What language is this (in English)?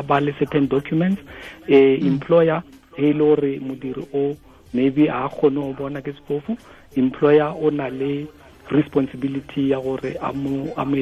Tswana